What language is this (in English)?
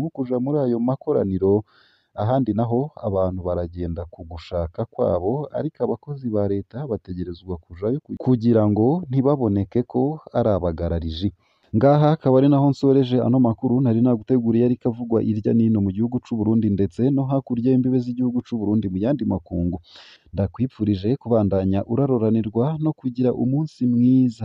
Rundi